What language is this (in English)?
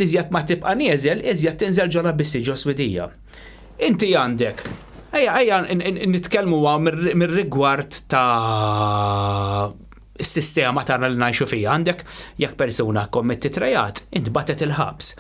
Maltese